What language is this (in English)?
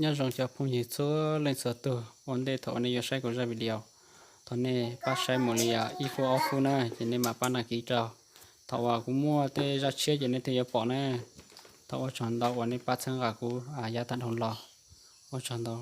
Hmong